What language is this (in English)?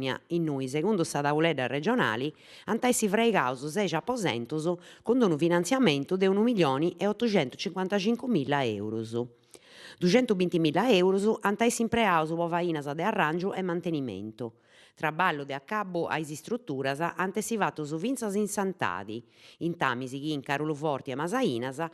Sardinian